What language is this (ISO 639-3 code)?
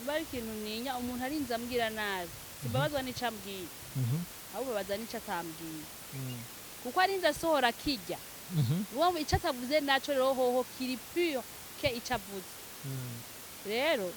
run